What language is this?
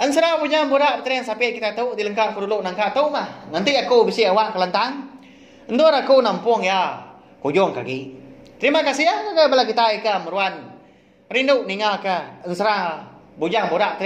Iban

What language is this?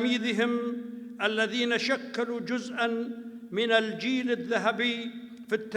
North Levantine Arabic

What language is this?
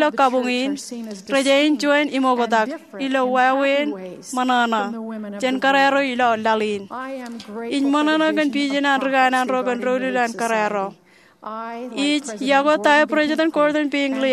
Marshallese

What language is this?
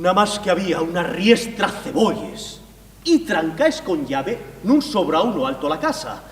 Asturian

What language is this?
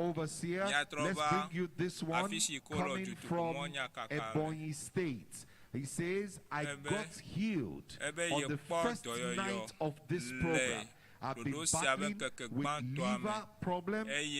Ewe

